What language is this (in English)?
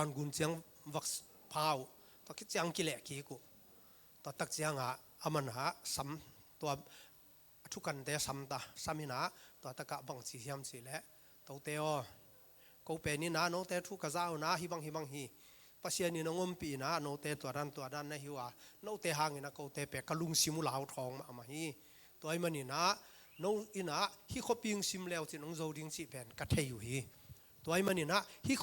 Tedim Chin